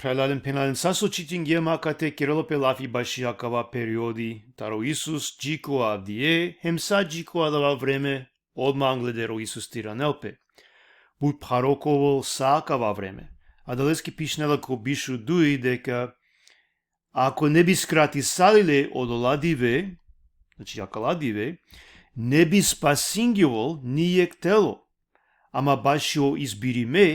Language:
Balkan Romani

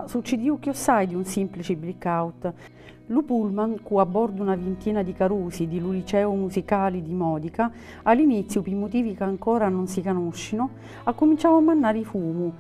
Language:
Sicilian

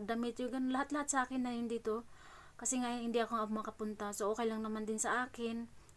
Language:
Filipino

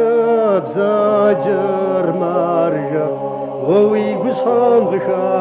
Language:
Kabardian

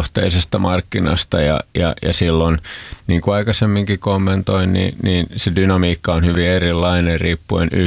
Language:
Finnish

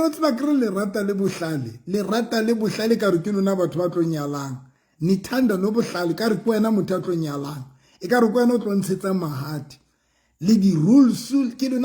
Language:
Southern Sotho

